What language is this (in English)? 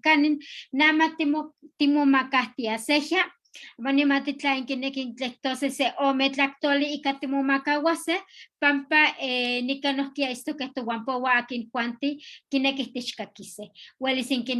Eastern Huasteca Nahuatl